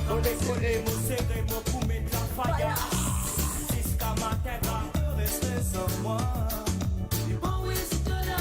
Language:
Morisyen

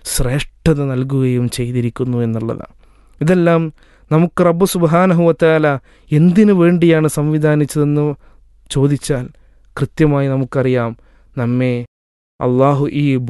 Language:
Malayalam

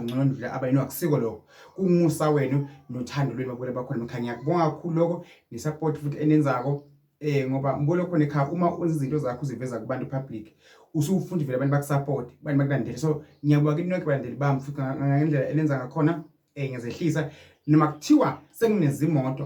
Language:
Zulu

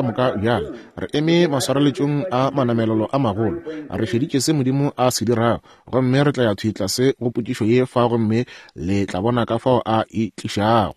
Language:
Northern Sotho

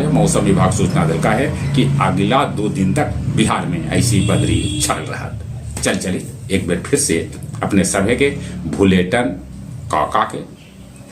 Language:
Magahi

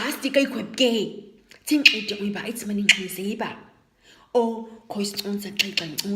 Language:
Nama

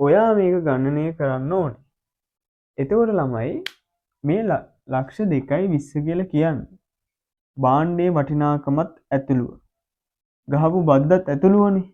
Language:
Sinhala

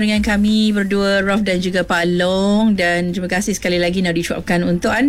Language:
Malay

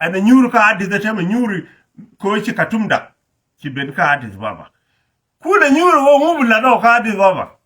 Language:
Nuer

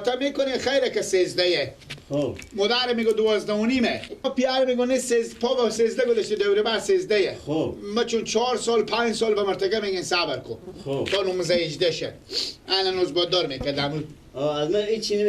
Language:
Persian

